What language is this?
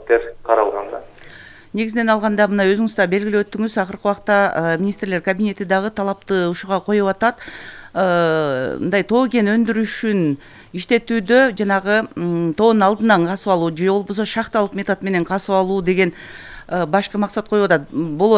Kyrgyz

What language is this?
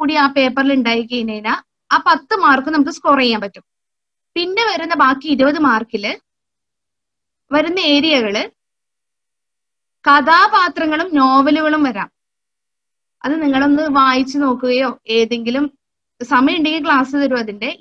Malayalam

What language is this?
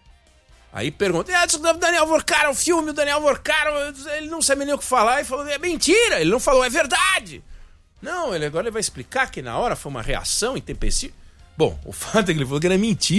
Portuguese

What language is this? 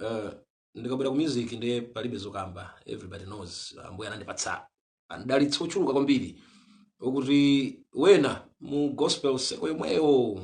Nyanja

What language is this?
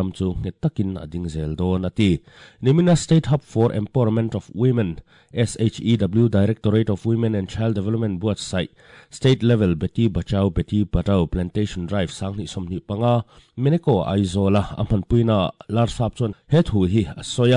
Mizo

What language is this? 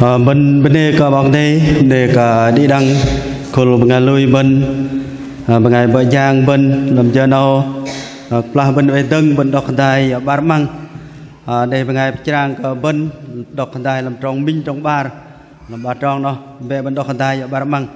Bahnar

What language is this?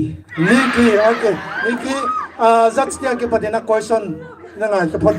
Paite Chin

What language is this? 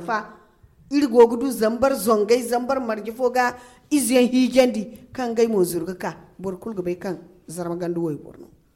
Zarma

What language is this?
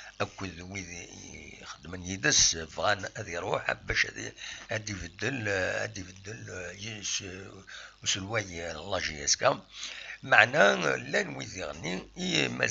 Kabyle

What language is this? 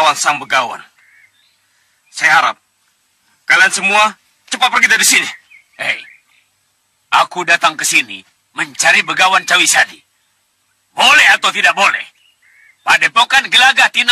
Indonesian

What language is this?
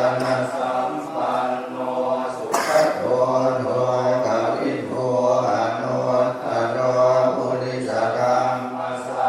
Pali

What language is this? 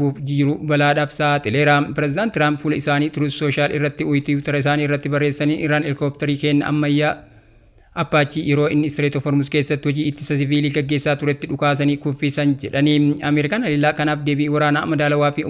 Oromo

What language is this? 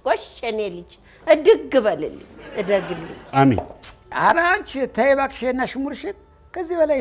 Amharic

